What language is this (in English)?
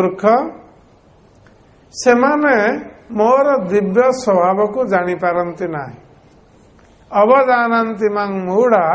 Odia